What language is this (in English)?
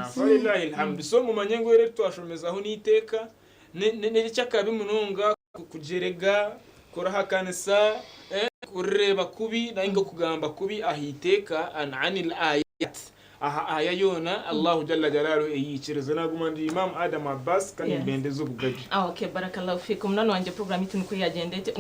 Nyankole